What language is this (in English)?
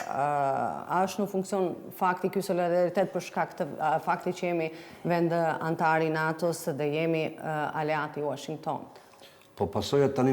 Albanian